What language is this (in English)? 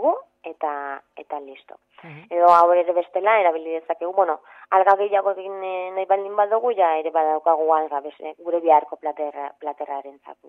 Basque